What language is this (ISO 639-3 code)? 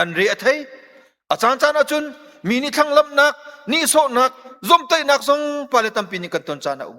cnh